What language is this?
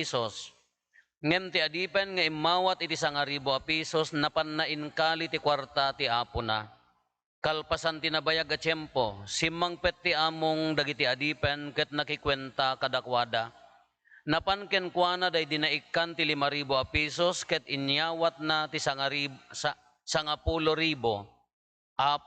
Iloko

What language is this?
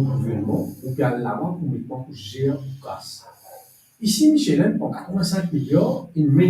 Morisyen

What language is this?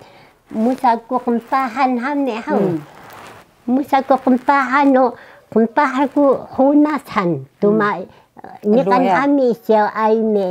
Taroko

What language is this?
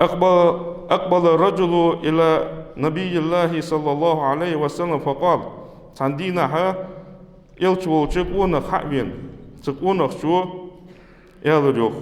Ingush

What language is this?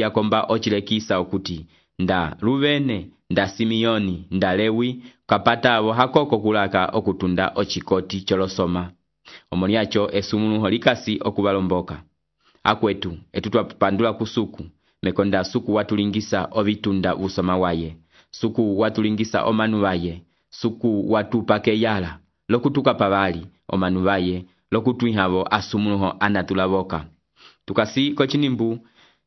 Umbundu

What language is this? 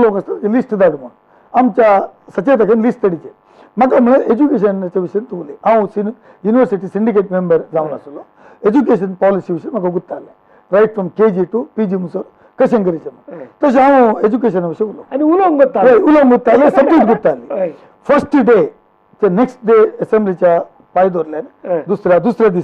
Konkani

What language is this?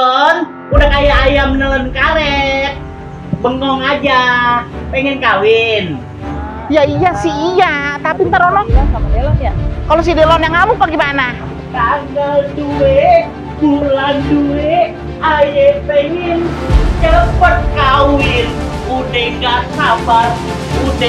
Betawi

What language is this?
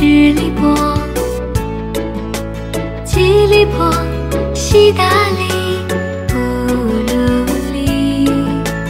Chinese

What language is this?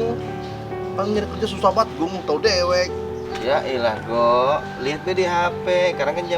Betawi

